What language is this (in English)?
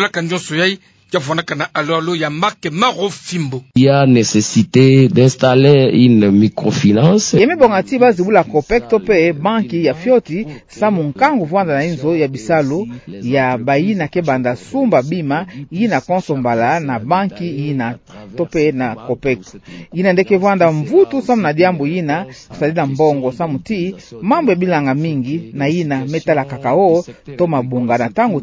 Kituba (Democratic Republic of Congo)